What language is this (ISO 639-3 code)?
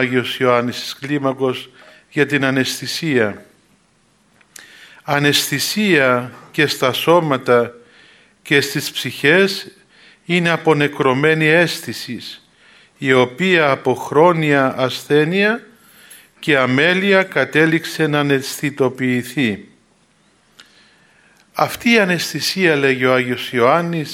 ell